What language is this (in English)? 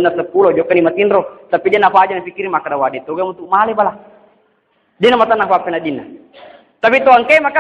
Buginese